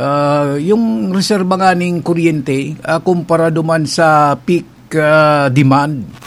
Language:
Bikol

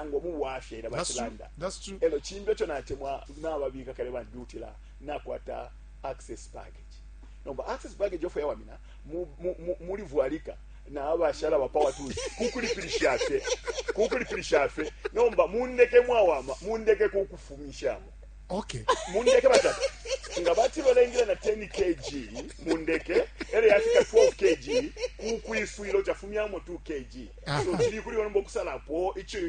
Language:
Bemba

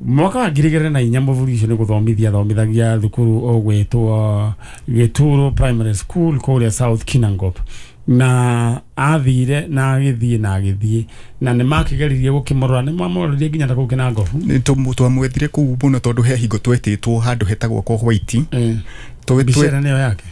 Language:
Kikuyu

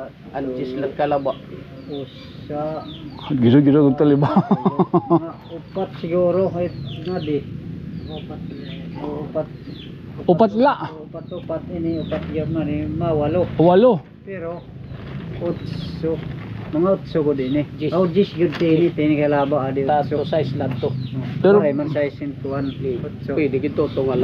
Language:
Waray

